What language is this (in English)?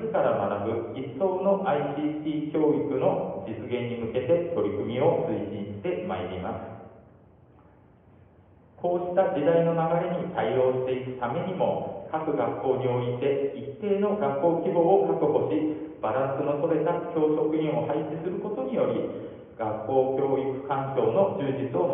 Japanese